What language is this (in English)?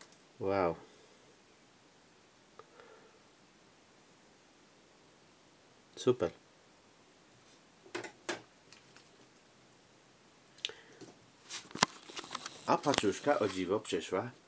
Polish